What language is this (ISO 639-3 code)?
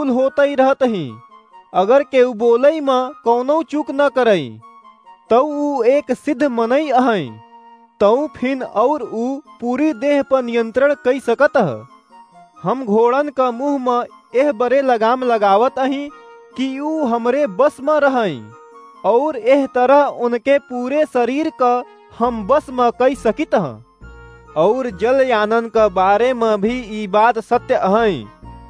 awa